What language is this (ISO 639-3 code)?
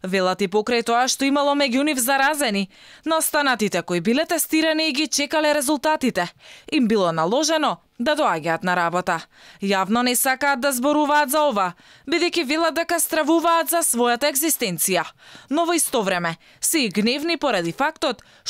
mkd